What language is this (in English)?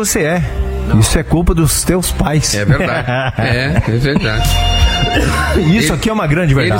Portuguese